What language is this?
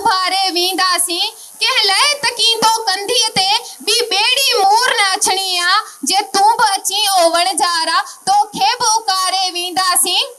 Sindhi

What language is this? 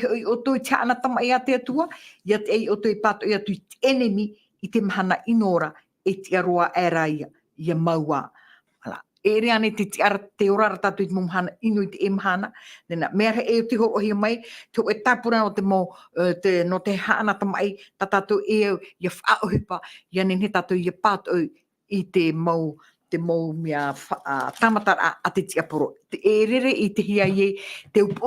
Tahitian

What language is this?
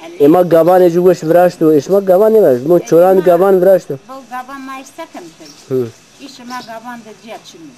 Zaza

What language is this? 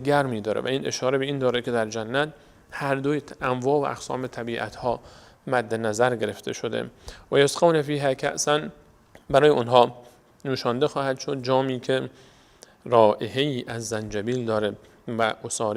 Persian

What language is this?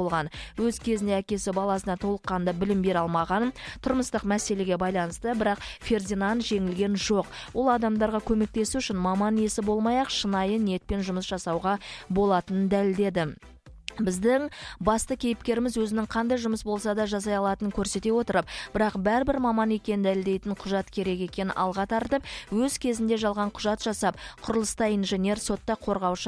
Kazakh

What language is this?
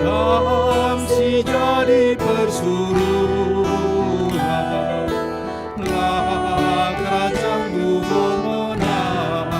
Batak Karo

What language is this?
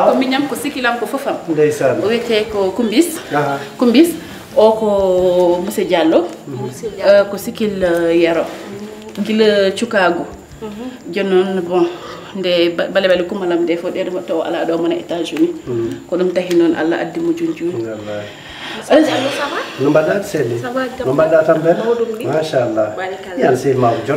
Fula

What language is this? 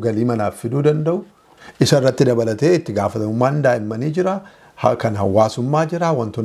Oromo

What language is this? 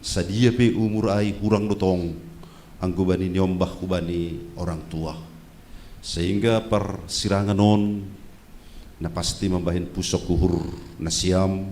Batak Simalungun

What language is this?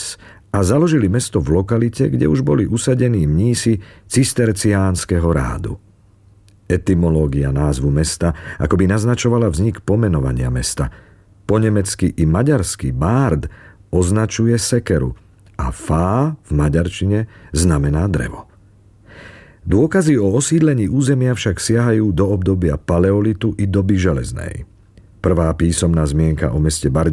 Slovak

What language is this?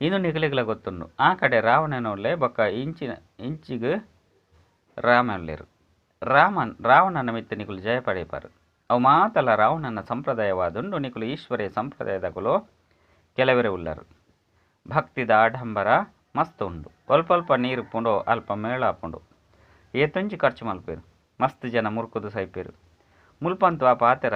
Tulu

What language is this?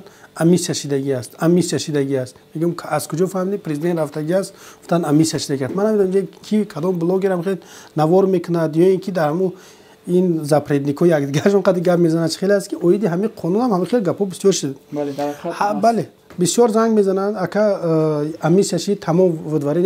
Tajik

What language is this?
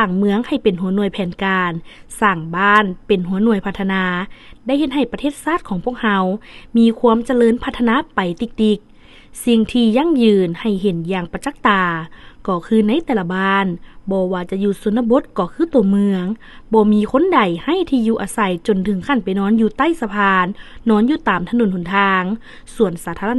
Lao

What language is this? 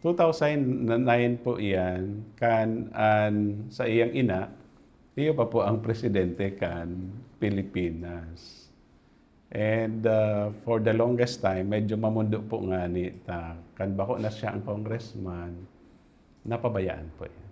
Bikol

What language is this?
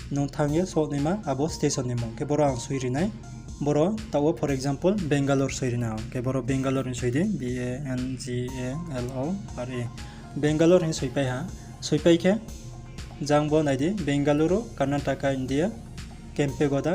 Riang (India)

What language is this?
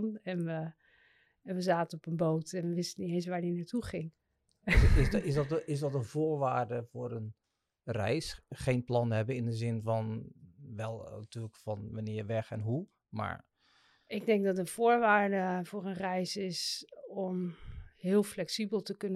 Dutch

